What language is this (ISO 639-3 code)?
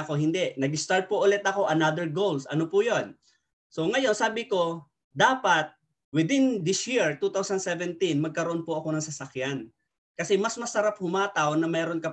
fil